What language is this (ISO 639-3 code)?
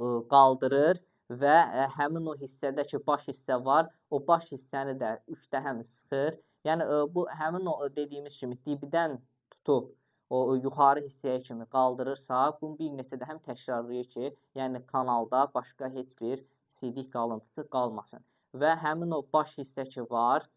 aze